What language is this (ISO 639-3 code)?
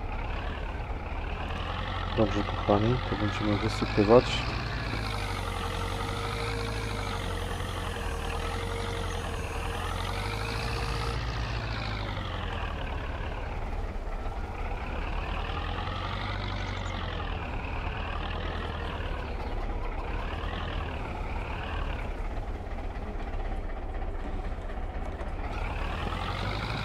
pol